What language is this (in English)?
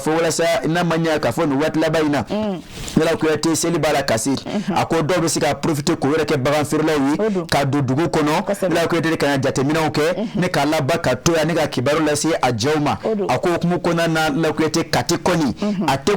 Bambara